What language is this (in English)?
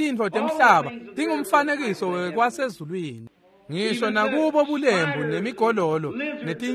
Swati